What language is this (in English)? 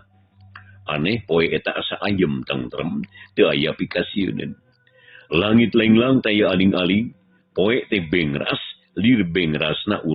Sundanese